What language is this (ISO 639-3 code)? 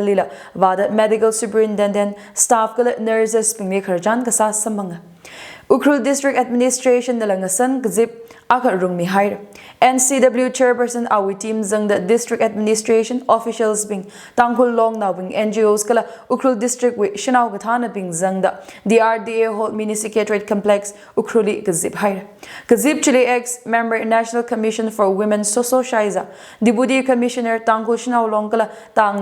nmf